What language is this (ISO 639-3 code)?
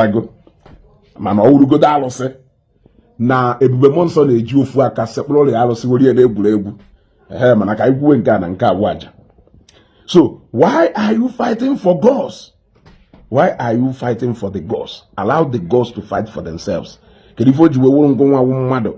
ibo